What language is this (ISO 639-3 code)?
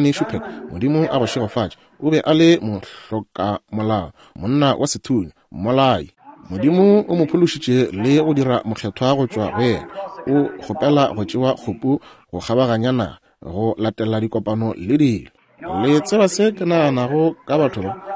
nso